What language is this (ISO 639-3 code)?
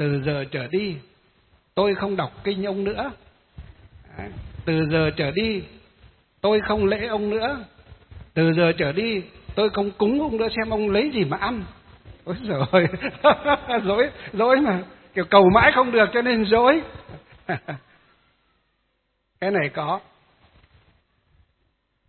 vie